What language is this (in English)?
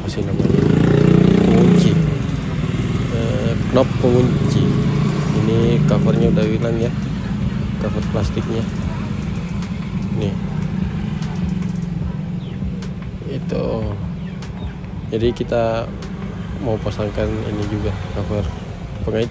Indonesian